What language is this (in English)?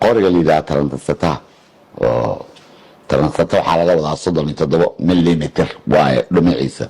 Somali